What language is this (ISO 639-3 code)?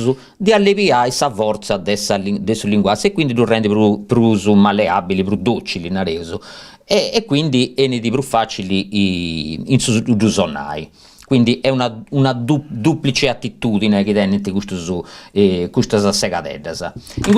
srd